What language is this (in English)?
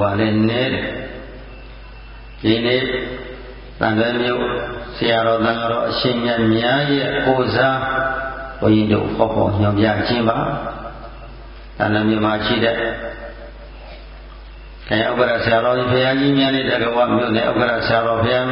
Burmese